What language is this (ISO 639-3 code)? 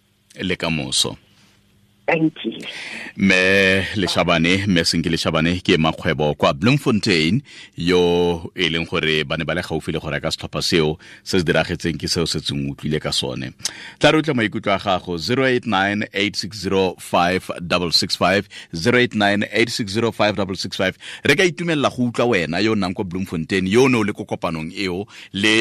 tsn